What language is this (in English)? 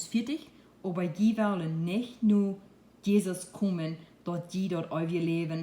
Plautdietsch